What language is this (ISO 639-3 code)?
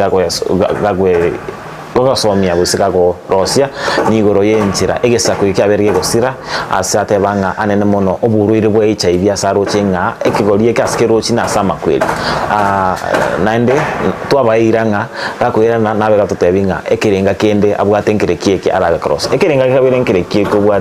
guz